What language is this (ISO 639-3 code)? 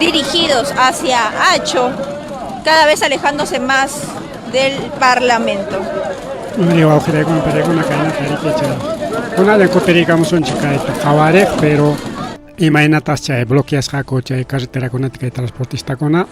quy